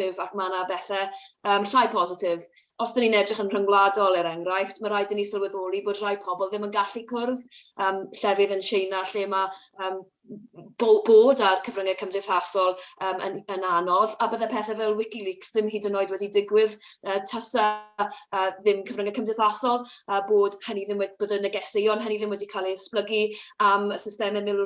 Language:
Welsh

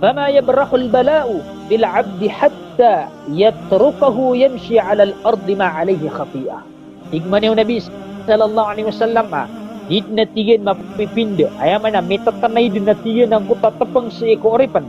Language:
Maranao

